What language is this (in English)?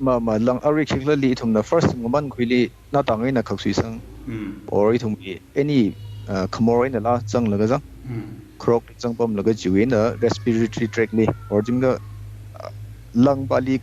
Tangkhul Naga (India)